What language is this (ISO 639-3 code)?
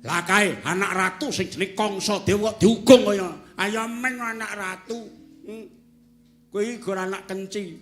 jav